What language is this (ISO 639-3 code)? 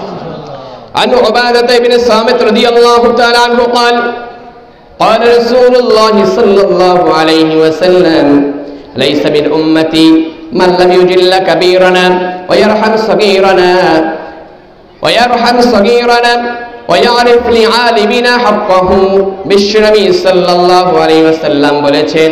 ben